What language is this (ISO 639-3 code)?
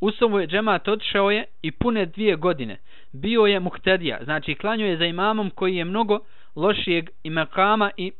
bos